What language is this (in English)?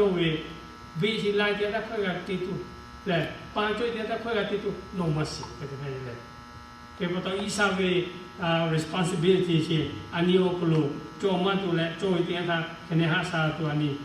Lahu